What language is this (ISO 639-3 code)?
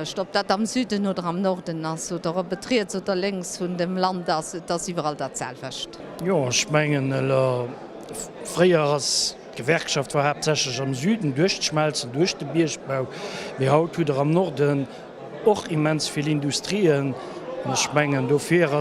ltz